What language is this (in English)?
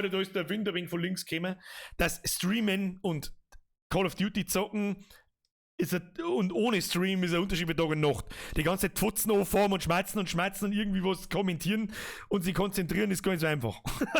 Bavarian